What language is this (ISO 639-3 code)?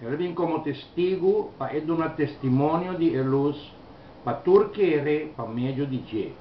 pap